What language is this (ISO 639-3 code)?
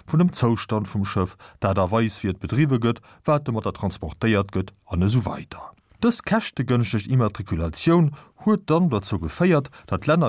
ltz